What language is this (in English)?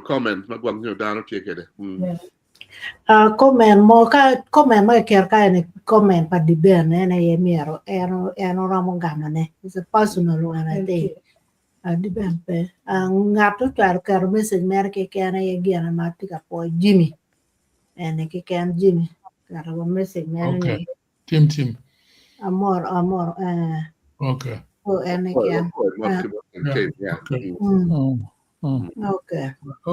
Acoli